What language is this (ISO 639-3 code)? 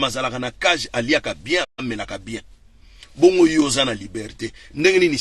lin